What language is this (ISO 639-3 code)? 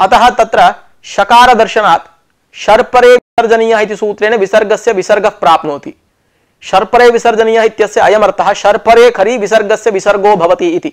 san